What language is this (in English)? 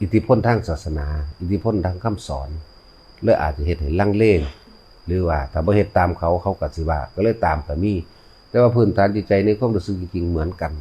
Northeastern Thai